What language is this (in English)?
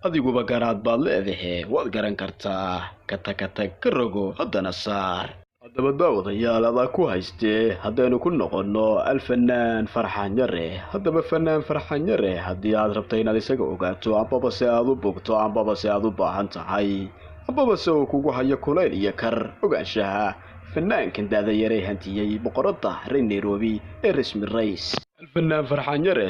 Somali